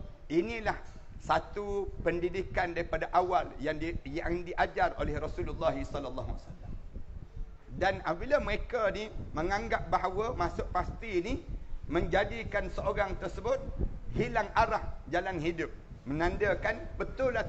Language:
Malay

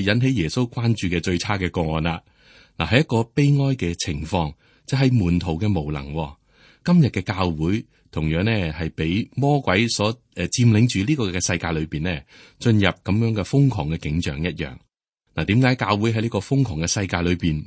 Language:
Cantonese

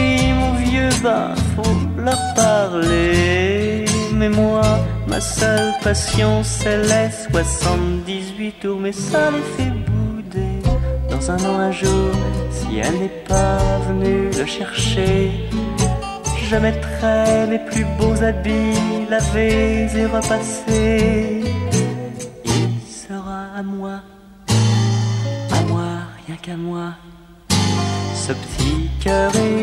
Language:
French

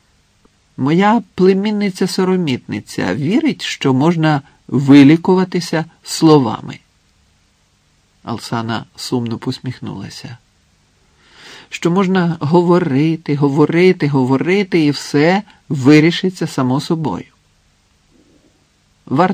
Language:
Ukrainian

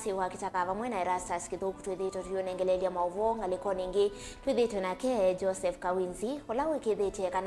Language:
Kamba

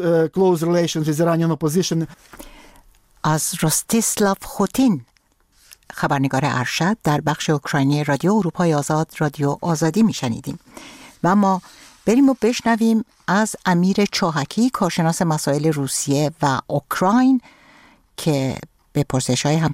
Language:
Persian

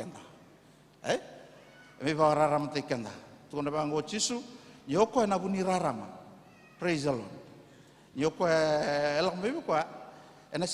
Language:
Fijian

